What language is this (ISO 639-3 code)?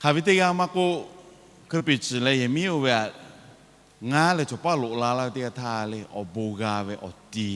lhu